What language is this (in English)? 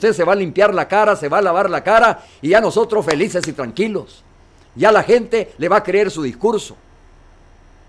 Spanish